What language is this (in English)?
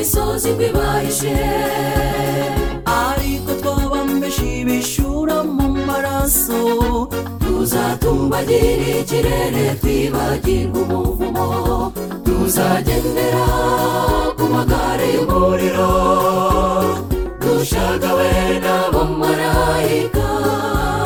Kinyarwanda